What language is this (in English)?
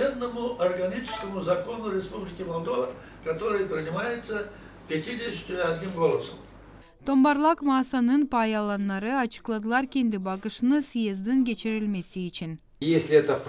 Gagauz